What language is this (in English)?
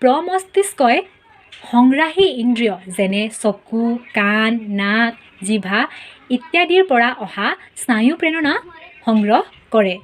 Assamese